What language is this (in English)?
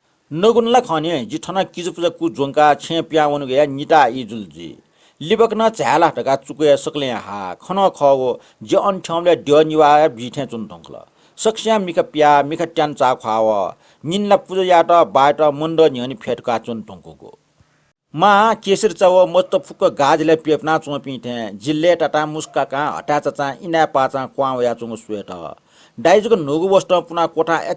Newari